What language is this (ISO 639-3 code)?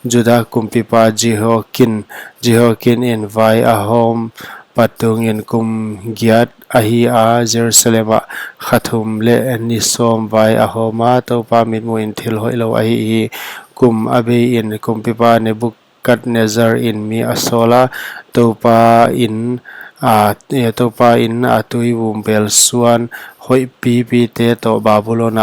pck